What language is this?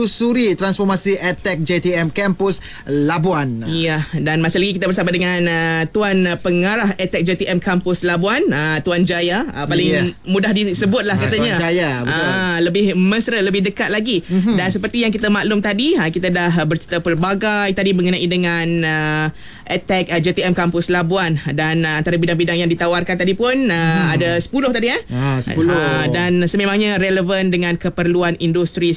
Malay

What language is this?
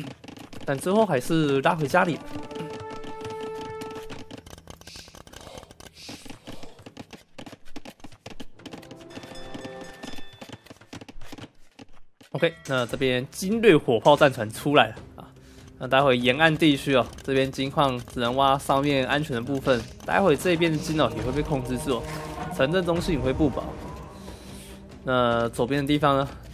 Chinese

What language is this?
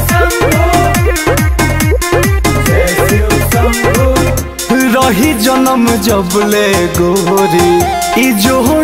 Bhojpuri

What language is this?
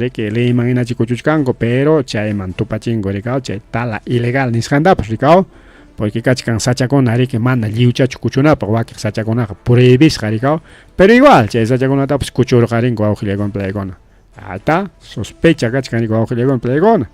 Ayacucho Quechua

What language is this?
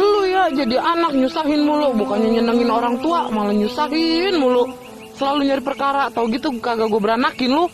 Betawi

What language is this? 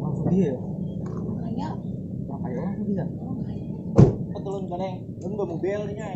Banjar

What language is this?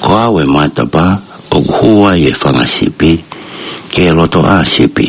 Tongan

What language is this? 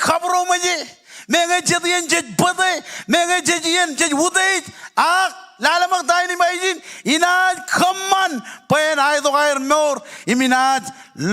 Marshallese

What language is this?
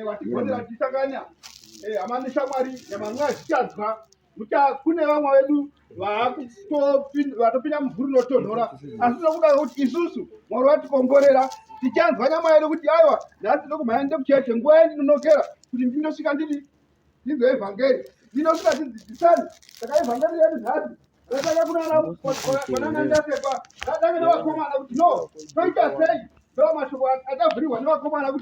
Shona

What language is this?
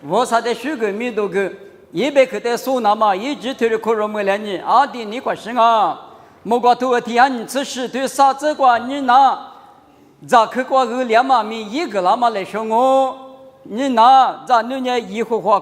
Lisu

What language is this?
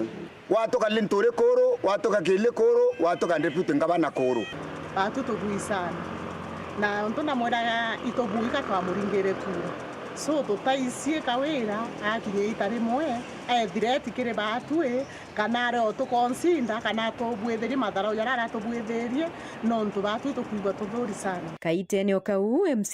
Meru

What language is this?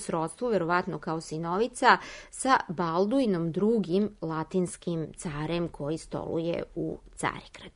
Serbian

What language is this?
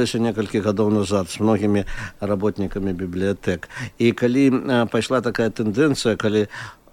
Belarusian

